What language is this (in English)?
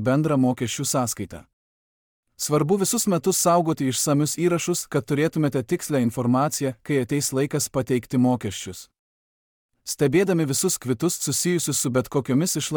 Lithuanian